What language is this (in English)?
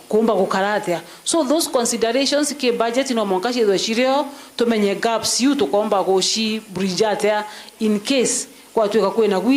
Meru